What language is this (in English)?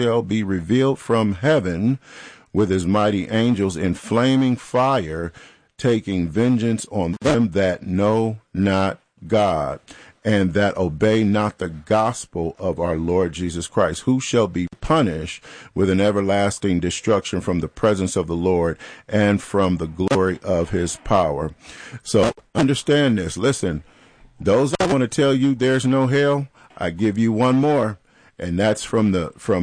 English